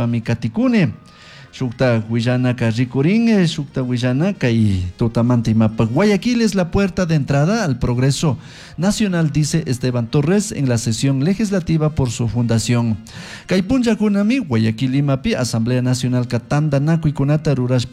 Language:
Chimborazo Highland Quichua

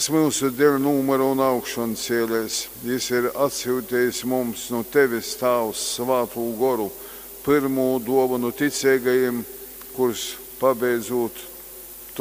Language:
Latgalian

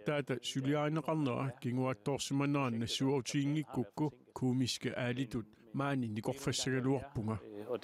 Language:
Kalaallisut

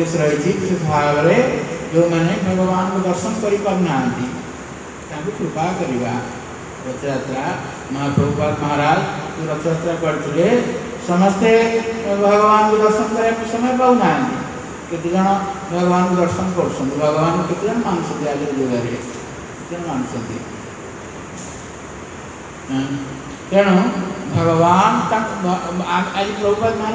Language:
Odia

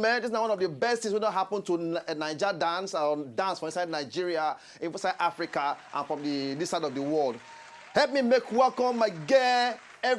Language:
Nigerian Pidgin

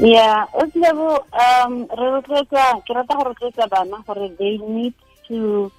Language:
Tswana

